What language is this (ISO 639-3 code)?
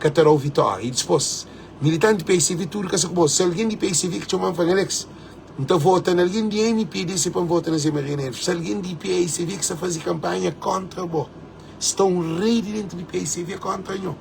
kea